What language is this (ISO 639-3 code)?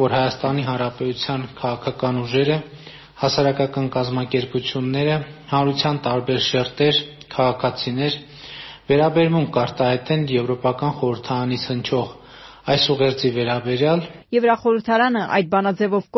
hye